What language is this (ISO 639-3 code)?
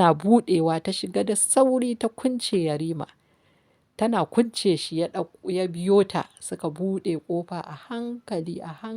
hau